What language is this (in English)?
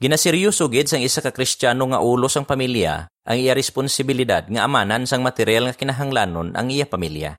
Hiligaynon